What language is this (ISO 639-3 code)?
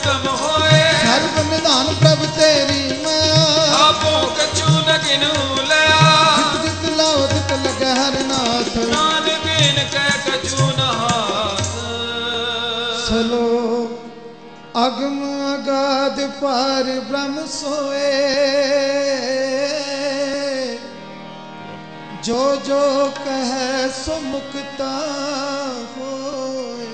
pan